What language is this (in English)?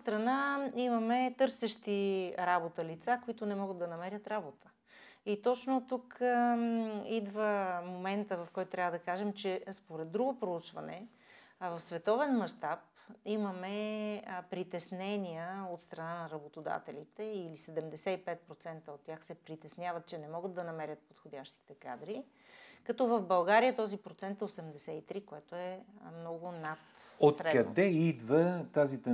Bulgarian